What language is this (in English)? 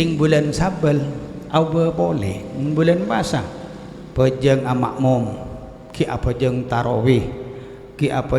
Madurese